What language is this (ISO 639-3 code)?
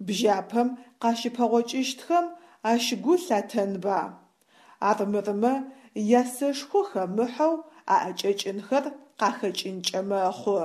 ady